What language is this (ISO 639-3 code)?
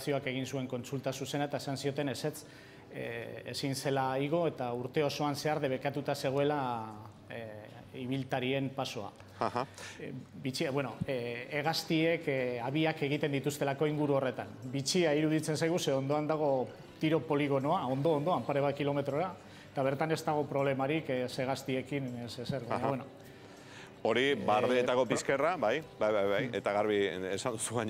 eus